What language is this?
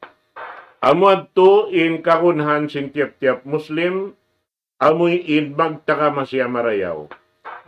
Tausug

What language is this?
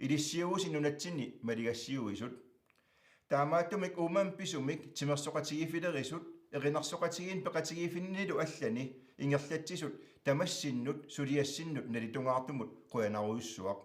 Kalaallisut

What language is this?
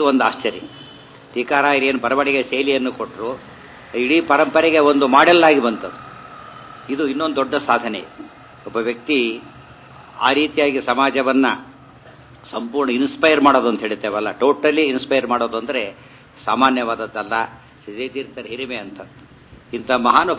Kannada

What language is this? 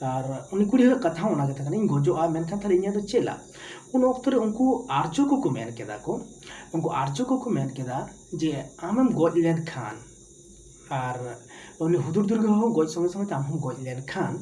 Santali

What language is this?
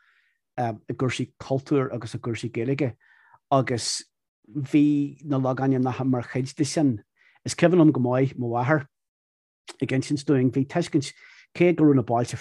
Irish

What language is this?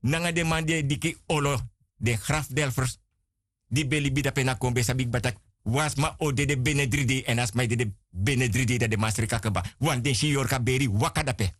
Sranan Tongo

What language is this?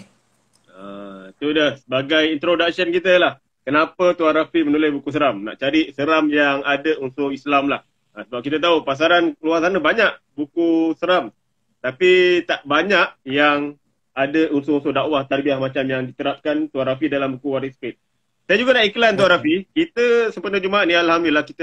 Malay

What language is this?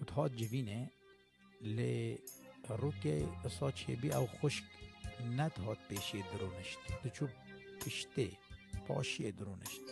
Kurdish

